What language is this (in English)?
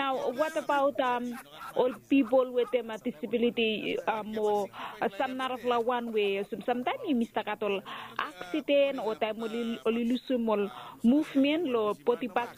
Bislama